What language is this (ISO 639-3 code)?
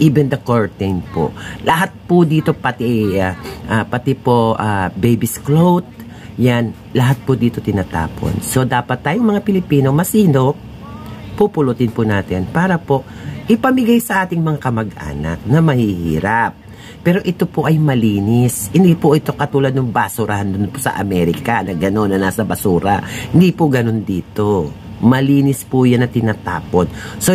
fil